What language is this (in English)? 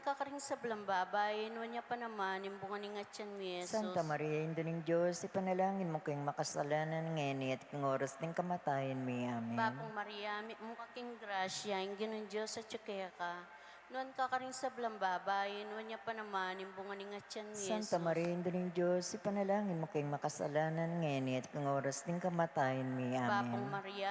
Pampanga